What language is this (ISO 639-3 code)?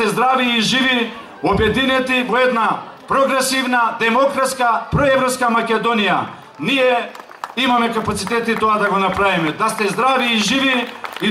mkd